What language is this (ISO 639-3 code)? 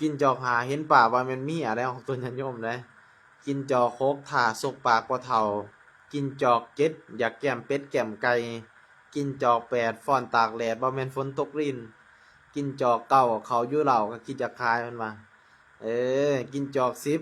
tts